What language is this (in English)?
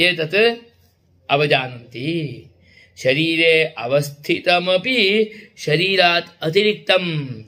Sanskrit